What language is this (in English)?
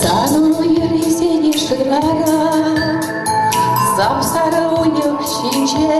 Chuvash